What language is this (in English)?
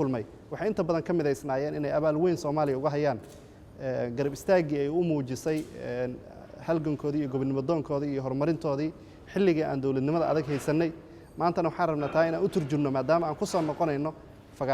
Somali